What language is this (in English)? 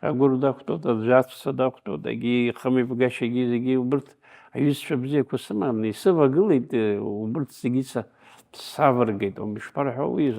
Abkhazian